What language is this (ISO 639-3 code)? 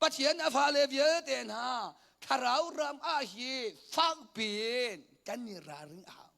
cnh